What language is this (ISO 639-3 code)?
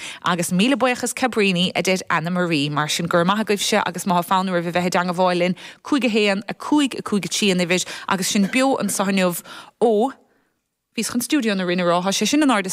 gle